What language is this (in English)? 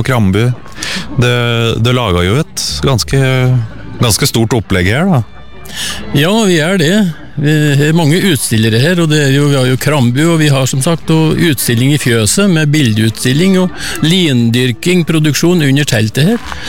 Norwegian